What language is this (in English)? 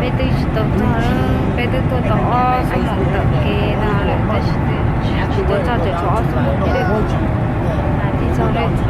Hmong